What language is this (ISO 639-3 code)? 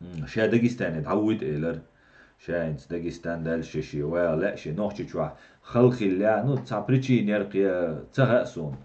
che